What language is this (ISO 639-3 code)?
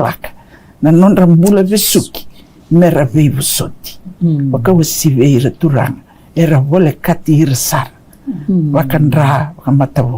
fij